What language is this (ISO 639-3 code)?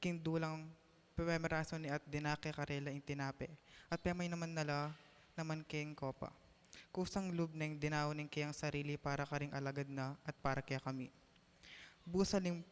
pam